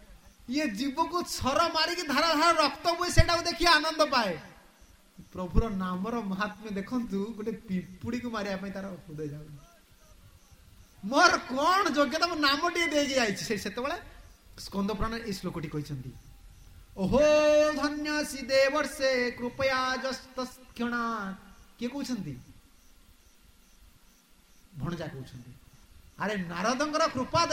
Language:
Odia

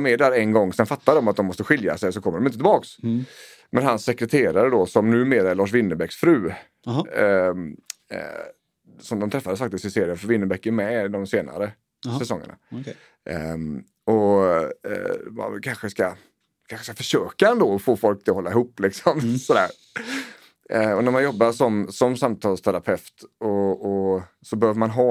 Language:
Swedish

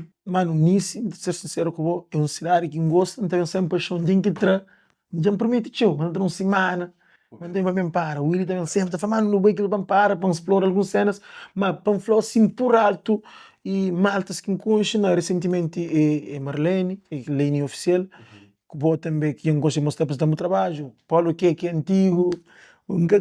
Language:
Kabuverdianu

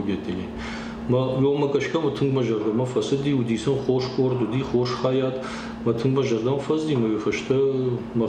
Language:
Ossetic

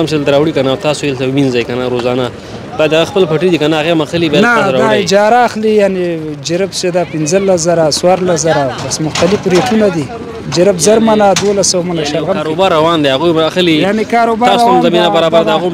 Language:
Pashto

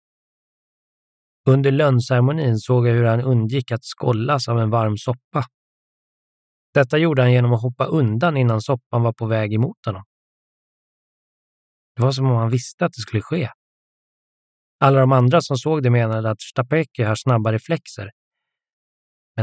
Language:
Swedish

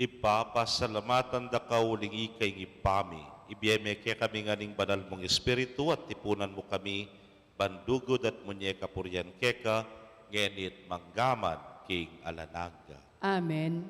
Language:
Pampanga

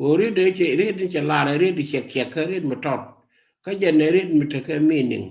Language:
Nuer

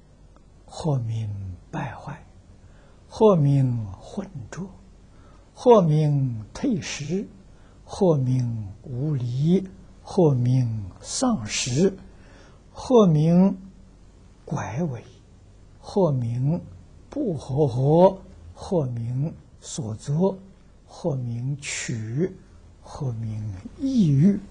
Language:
Chinese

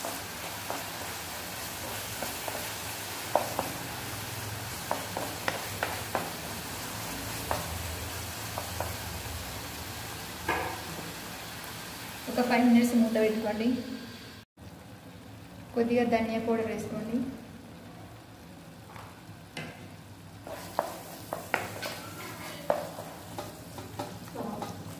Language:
Telugu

